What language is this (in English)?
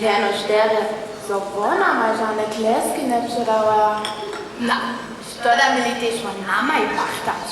Upper Sorbian